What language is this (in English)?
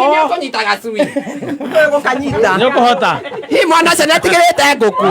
Kikuyu